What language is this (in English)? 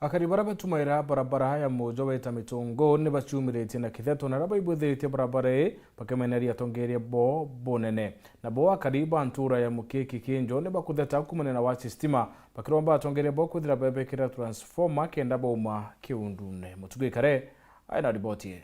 Meru